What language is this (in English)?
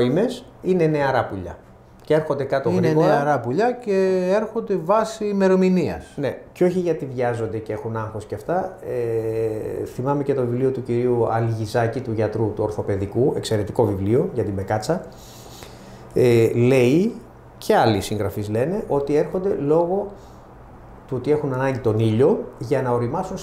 Greek